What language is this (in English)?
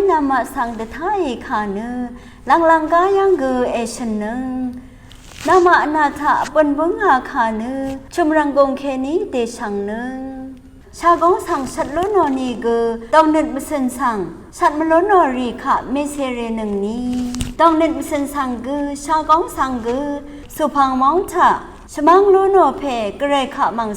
Rawang